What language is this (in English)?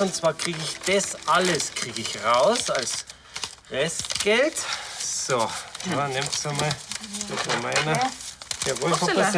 Bavarian